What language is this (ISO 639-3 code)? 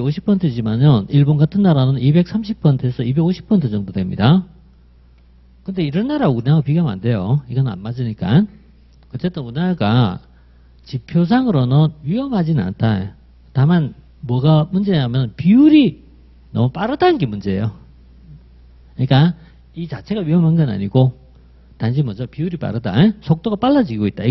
kor